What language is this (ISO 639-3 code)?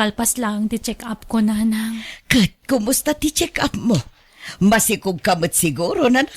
ilo